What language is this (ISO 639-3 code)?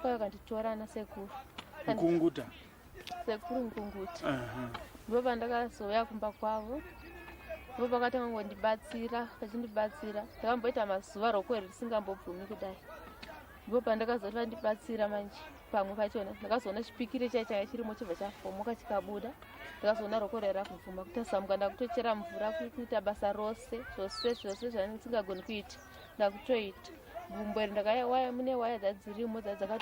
sna